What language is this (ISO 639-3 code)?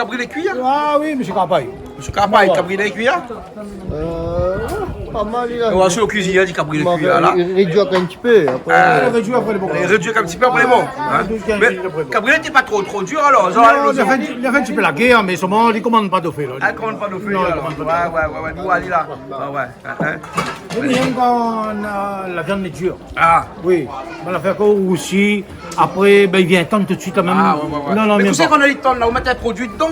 rcf